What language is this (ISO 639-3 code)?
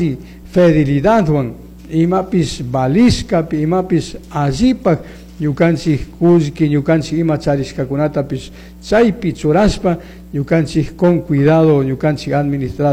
qug